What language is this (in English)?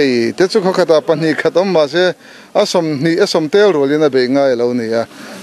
Mizo